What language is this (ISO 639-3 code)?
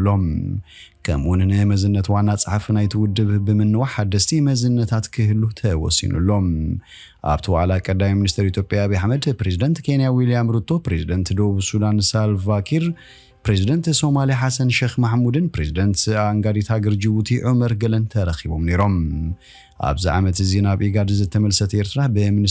tir